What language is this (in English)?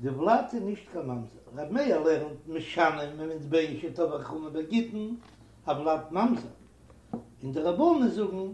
Yiddish